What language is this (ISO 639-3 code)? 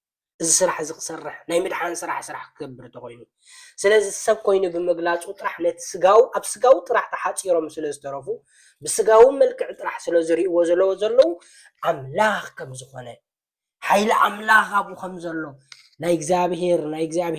tir